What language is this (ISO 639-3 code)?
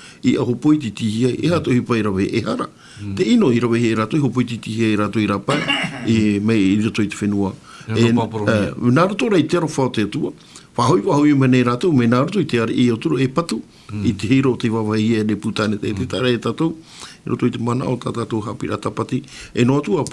tah